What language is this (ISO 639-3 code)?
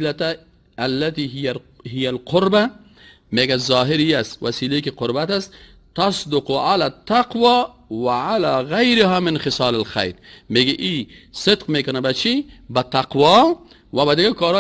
fas